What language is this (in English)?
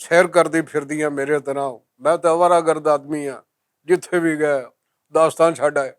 Western Panjabi